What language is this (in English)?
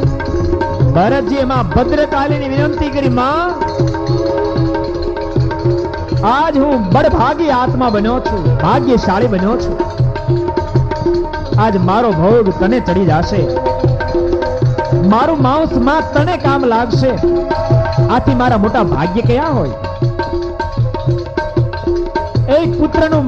Gujarati